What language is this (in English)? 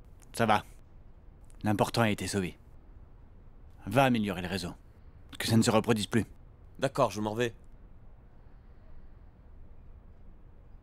French